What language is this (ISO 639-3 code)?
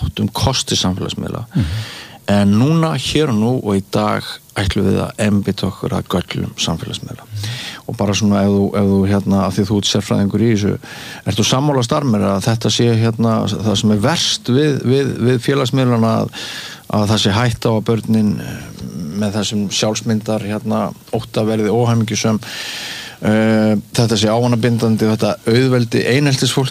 isl